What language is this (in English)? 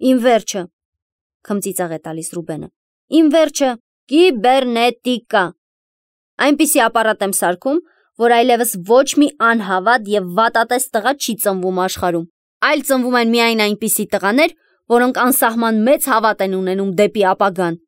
Armenian